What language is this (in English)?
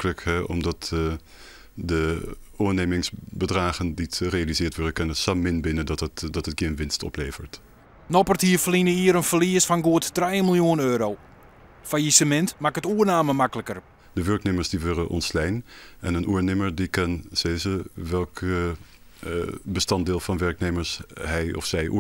Western Frisian